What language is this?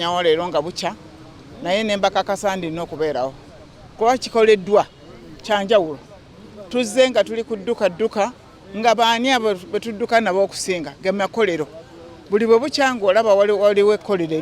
Ganda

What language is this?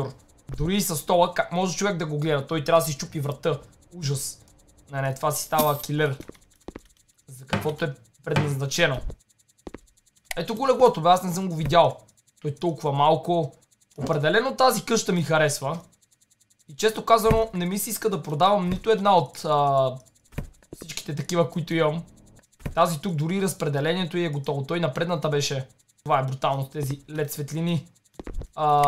Bulgarian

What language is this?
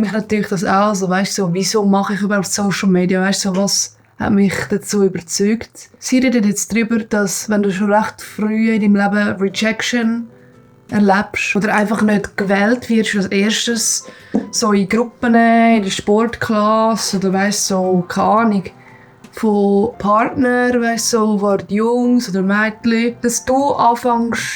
Swiss German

